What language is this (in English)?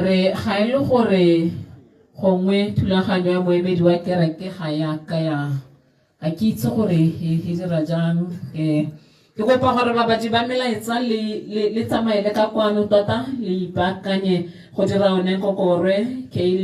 Tswana